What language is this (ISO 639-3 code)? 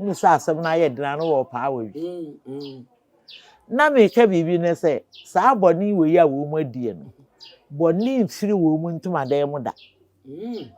aka